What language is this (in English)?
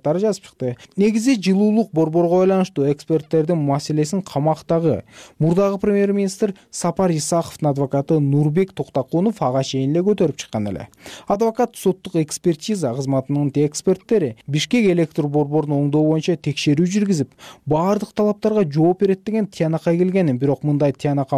Kyrgyz